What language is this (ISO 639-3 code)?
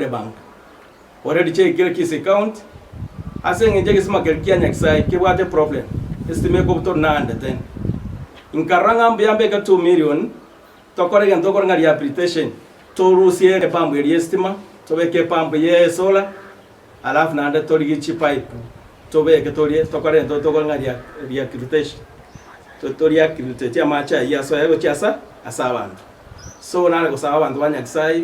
guz